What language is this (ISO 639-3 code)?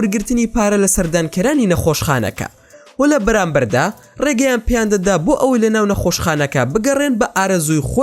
ckb